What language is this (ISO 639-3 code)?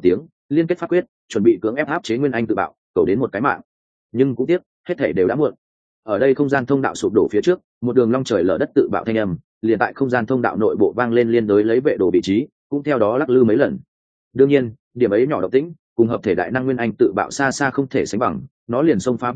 vie